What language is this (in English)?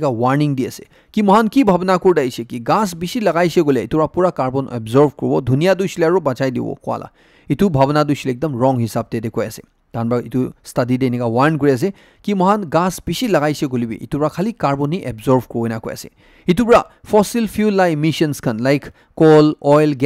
Naga Pidgin